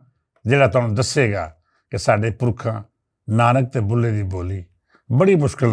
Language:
Western Panjabi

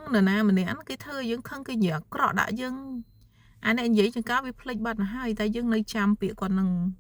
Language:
Khmer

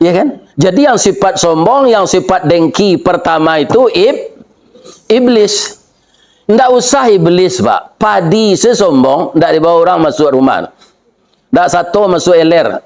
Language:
Minangkabau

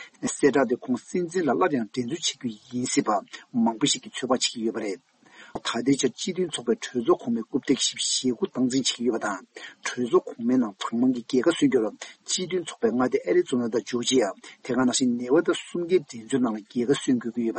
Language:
Tibetan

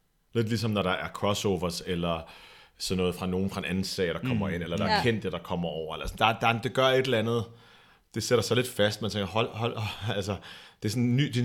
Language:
Danish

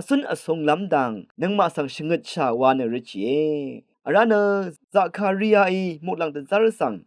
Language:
Rawang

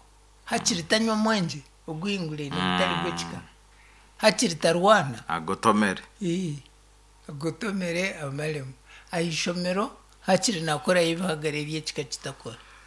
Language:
Nyankole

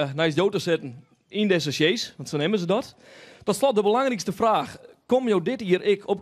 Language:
Western Frisian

